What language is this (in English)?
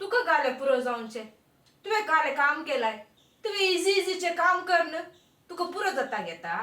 Konkani